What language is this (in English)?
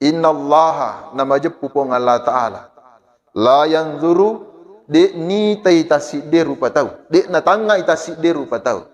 Buginese